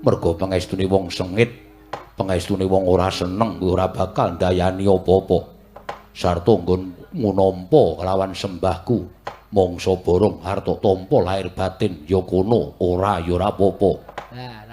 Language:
Javanese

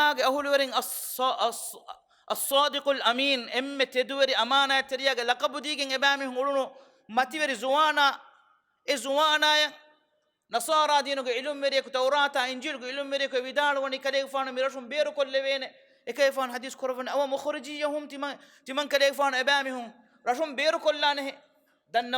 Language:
Divehi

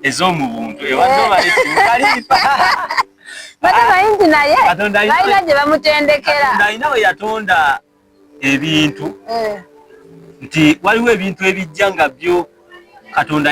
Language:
Ganda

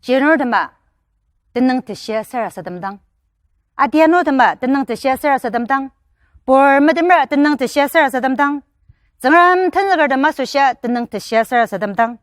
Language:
Ao Naga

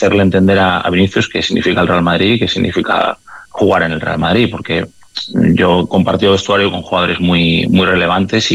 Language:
Spanish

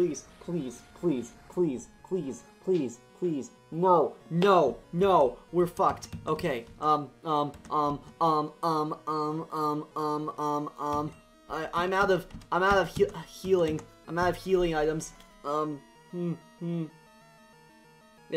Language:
English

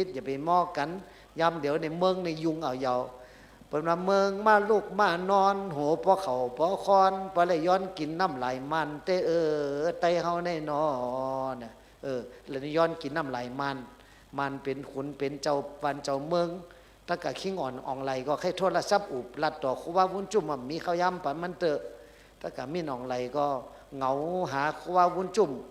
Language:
Shan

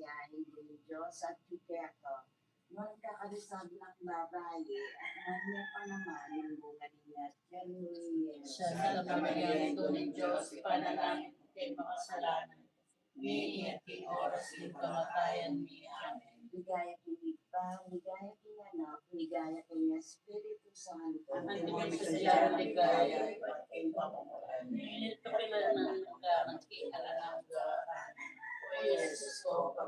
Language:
Pampanga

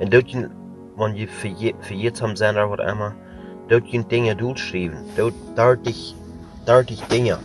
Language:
Plautdietsch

